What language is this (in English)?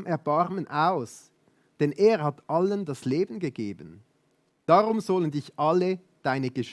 Swiss German